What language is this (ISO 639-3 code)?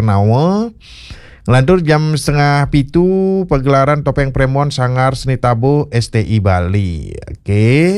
ban